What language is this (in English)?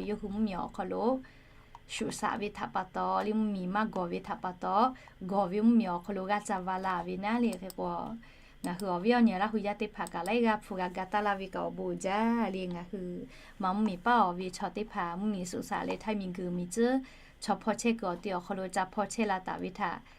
Lahu